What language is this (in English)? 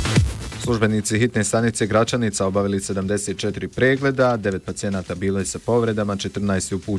Bosnian